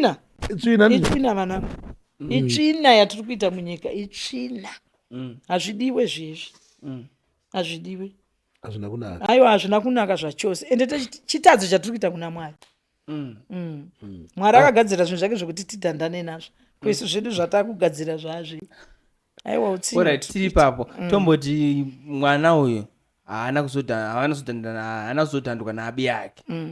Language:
Shona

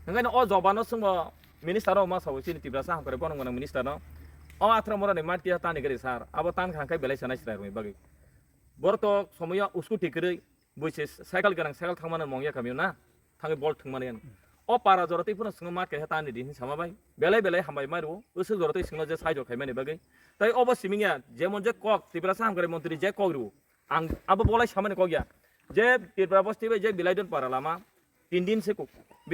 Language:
Kok Borok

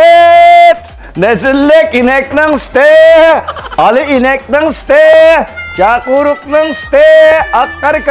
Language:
Uyghur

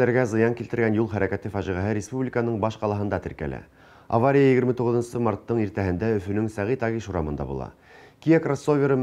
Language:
Bashkir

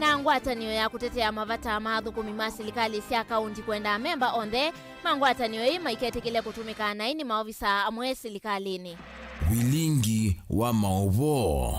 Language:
Kamba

